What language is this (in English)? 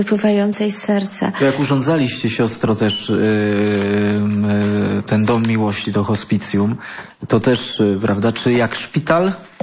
Polish